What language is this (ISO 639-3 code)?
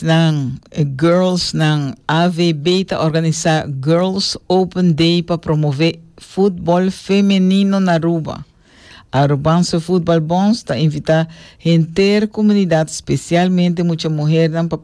pap